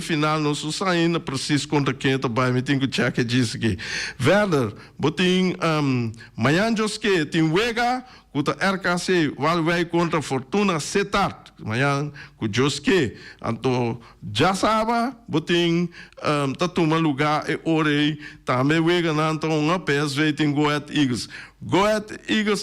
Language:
Papiamento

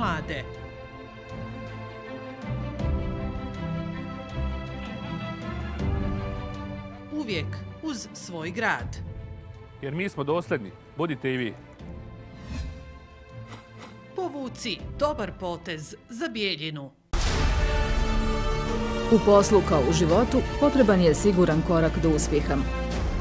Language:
Serbian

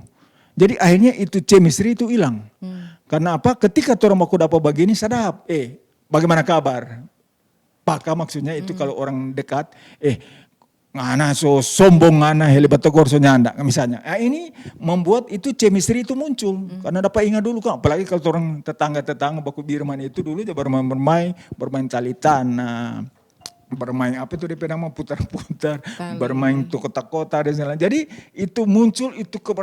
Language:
Manado Malay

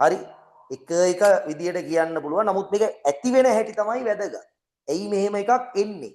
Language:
Sinhala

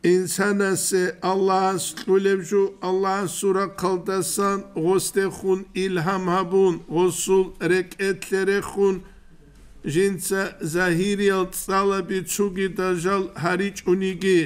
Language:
Avaric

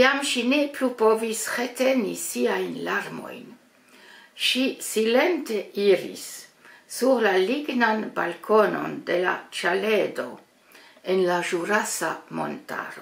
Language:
Esperanto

